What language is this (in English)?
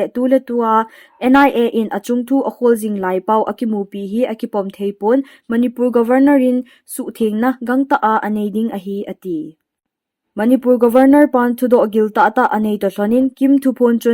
Thado Chin